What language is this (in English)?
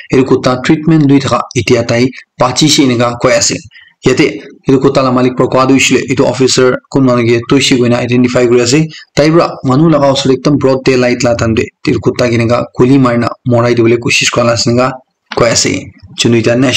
Naga Pidgin